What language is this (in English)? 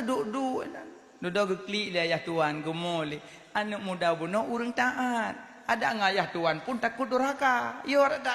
Achinese